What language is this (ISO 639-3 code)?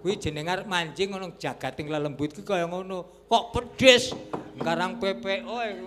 jav